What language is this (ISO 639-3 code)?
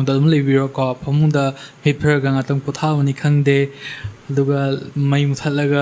mni